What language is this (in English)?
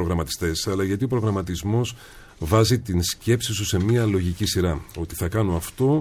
Greek